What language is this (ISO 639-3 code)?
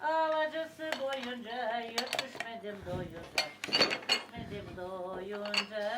gag